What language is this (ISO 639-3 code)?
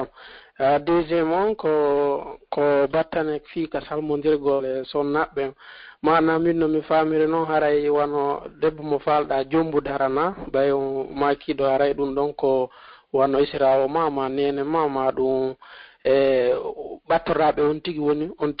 ful